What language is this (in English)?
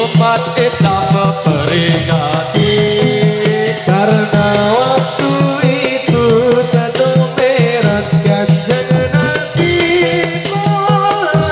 Indonesian